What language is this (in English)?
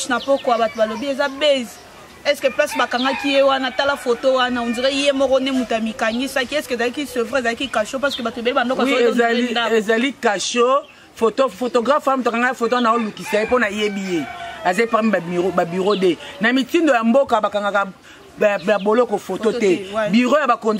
Lingala